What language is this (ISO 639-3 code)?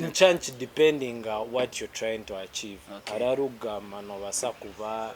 nyn